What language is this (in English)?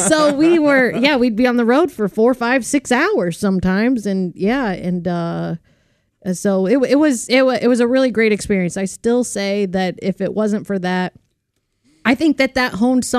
English